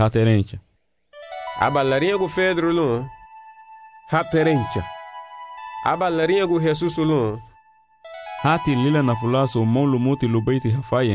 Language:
Garifuna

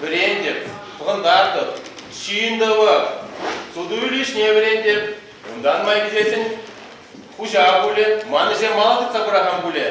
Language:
Chuvash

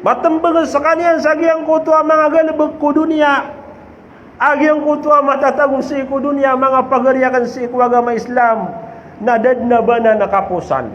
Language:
Maranao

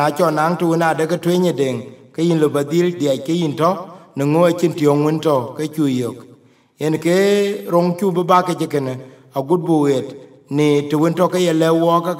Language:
Dinka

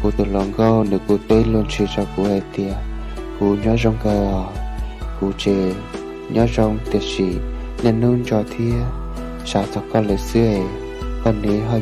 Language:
Hmong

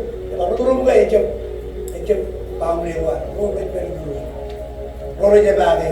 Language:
Marshallese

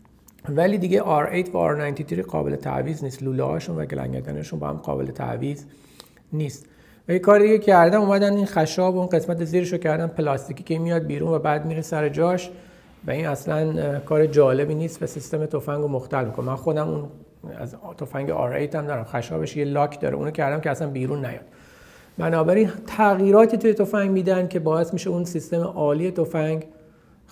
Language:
Persian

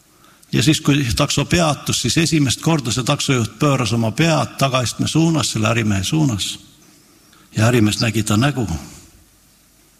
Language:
Estonian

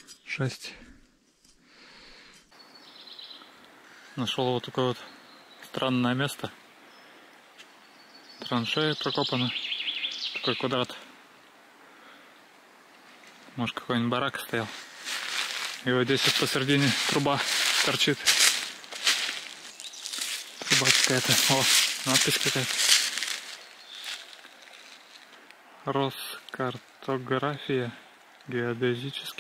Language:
Russian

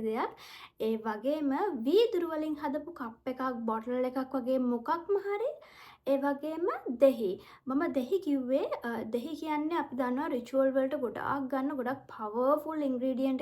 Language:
Sinhala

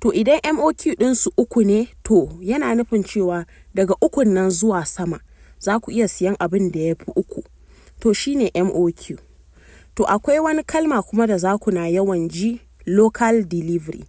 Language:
Hausa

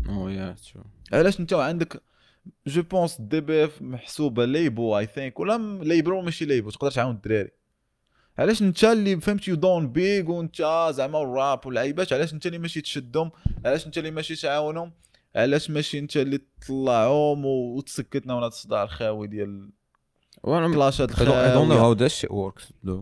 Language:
Moroccan Arabic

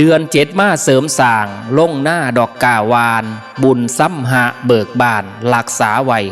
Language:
Northeastern Thai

